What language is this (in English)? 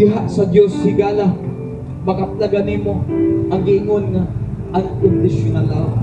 Cebuano